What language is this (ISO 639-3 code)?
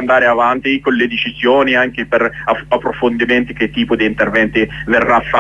ita